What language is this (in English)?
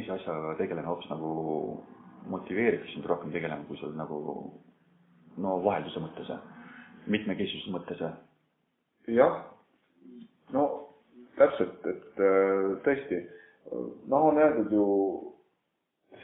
Estonian